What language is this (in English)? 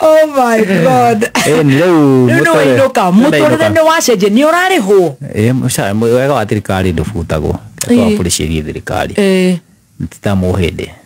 Kikuyu